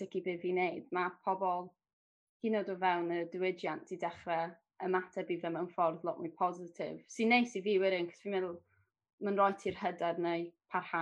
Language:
Welsh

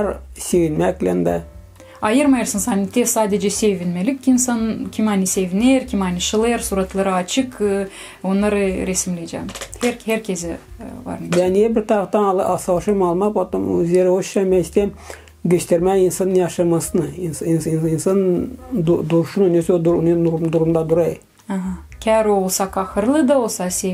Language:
Gagauz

